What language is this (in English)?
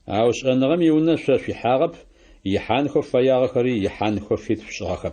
Adyghe